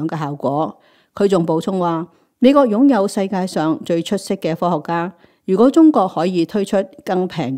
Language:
Cantonese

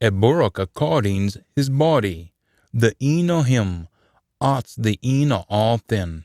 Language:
Scots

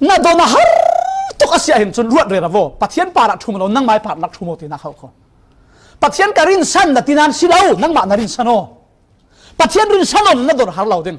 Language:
Falam Chin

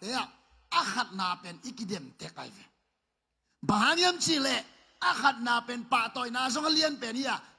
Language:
Tedim Chin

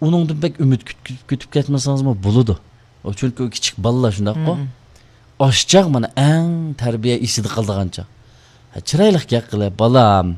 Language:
Uyghur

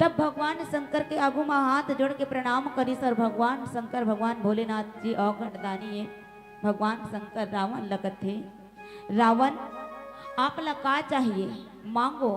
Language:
Chhattisgarhi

